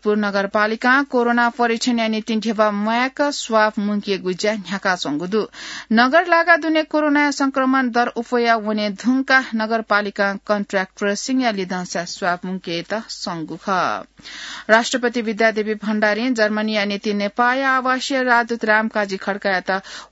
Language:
Newari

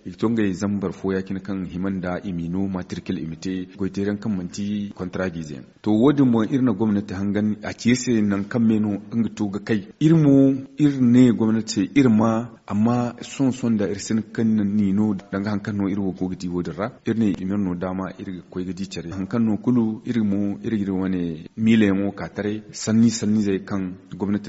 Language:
Zarma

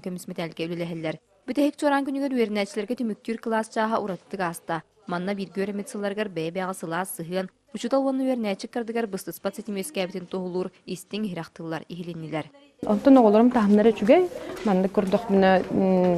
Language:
Yakut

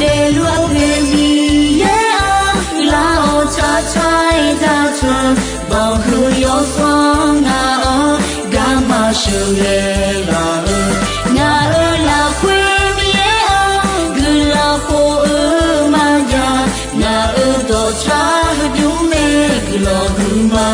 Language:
Akha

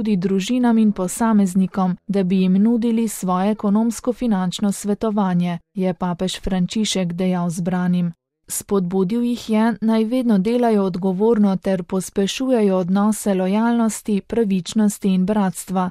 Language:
Slovenian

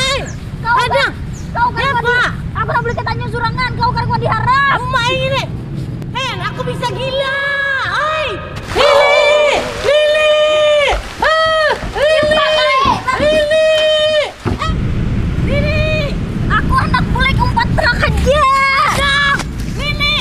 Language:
Banjar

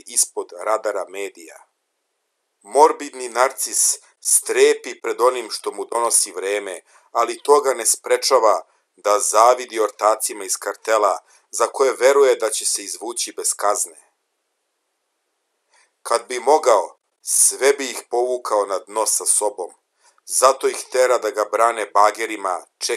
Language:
Serbian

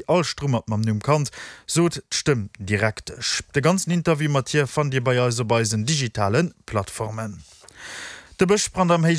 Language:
Luxembourgish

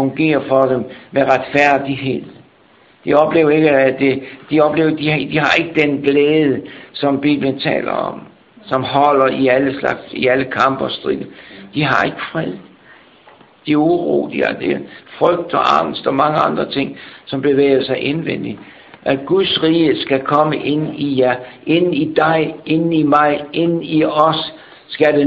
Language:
Danish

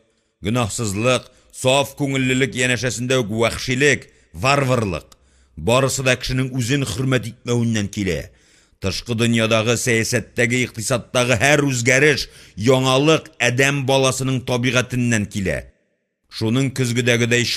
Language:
Tatar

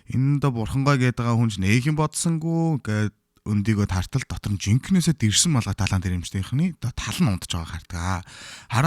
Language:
Mongolian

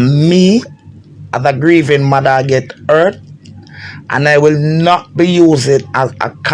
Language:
Jamaican Creole English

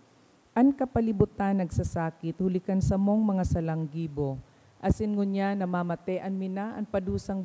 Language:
Bikol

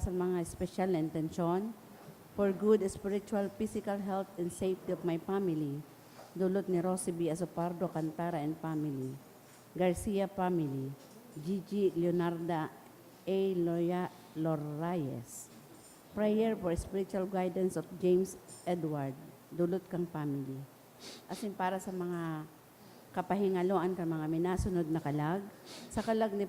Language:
Bikol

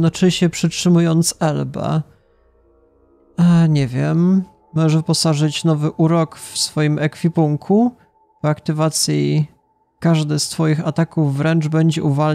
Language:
Polish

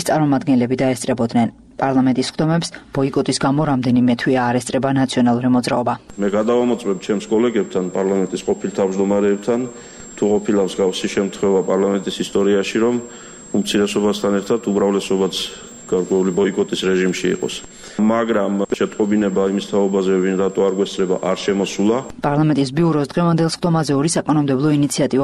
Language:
Georgian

